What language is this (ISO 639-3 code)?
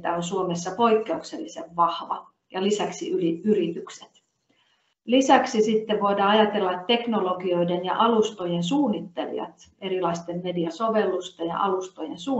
fin